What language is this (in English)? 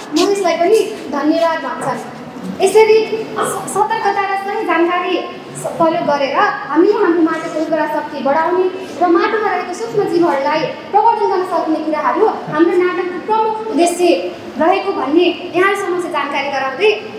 Nepali